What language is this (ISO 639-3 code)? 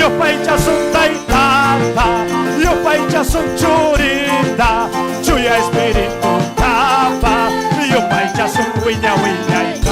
quy